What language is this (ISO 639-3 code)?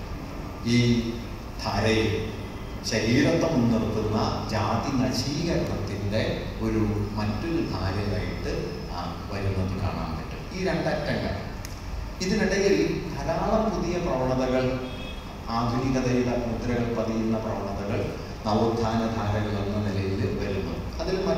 mal